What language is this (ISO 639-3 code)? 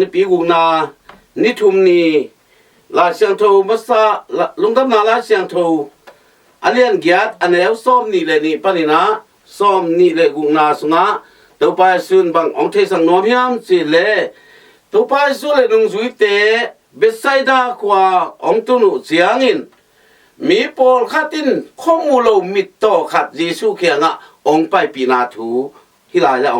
ctd